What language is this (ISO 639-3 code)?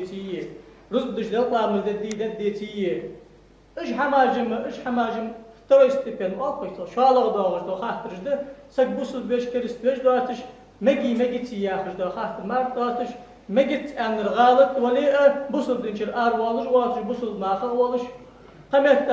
inh